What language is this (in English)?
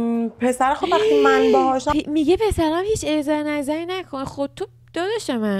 Persian